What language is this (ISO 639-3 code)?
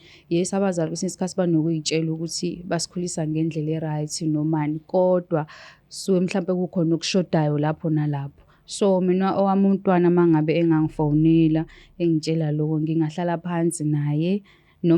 zul